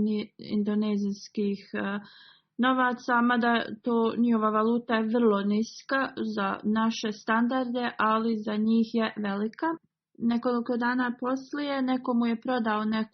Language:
Bosnian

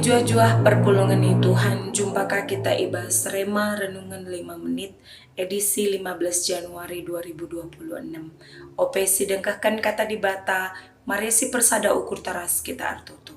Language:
Batak Karo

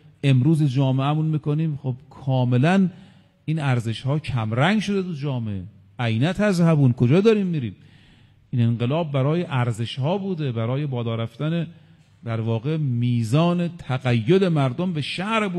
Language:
Persian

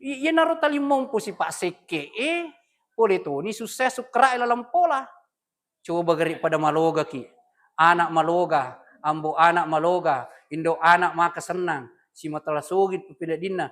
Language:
Buginese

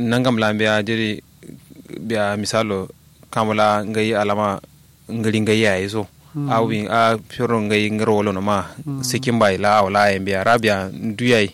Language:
Kanuri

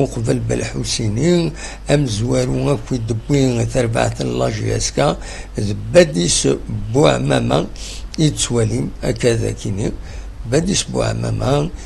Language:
Kabyle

